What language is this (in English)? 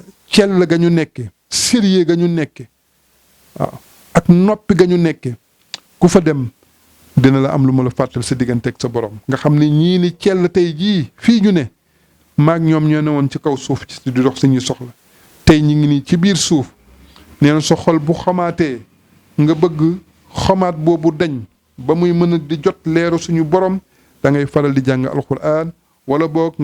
Wolof